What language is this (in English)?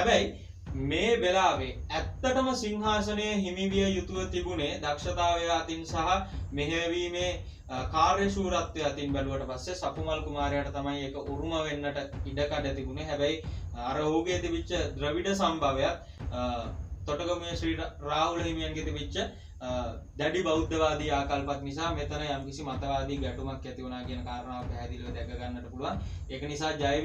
Sinhala